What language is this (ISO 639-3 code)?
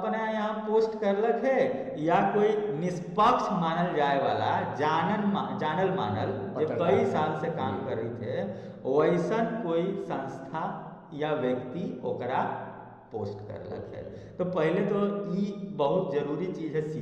mag